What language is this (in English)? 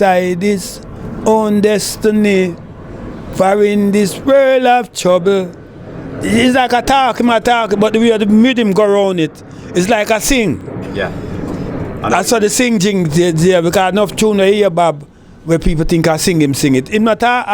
Jamaican Creole English